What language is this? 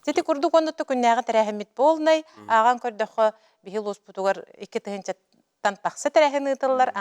Yakut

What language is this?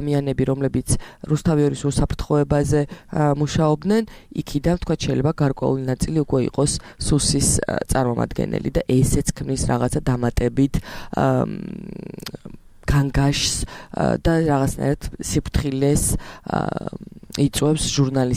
Georgian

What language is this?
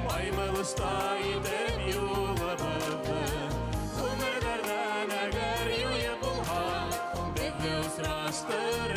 Bashkir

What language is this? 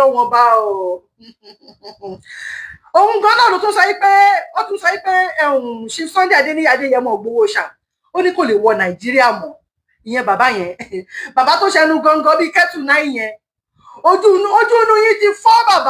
Yoruba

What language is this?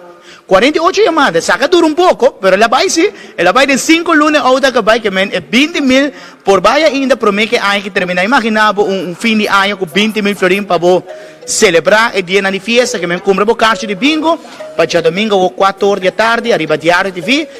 Papiamento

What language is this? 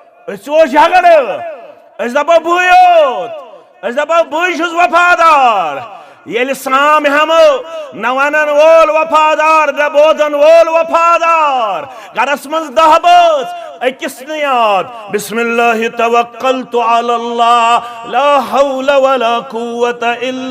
Kashmiri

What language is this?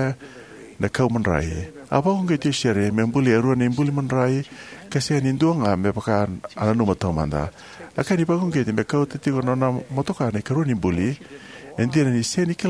Fijian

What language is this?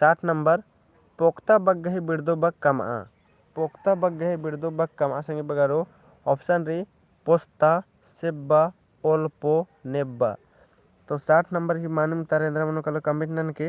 Kurukh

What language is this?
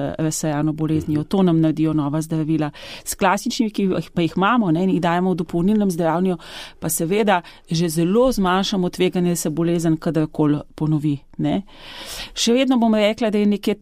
Slovenian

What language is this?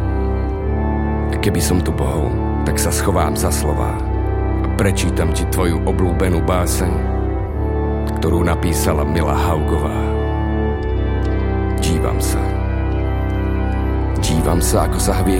Slovak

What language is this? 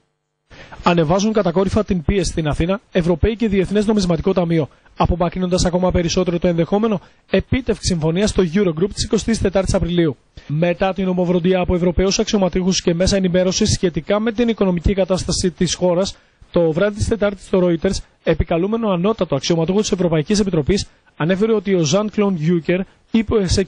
Greek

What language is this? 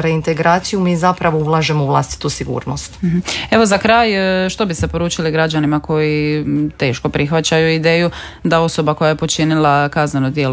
Croatian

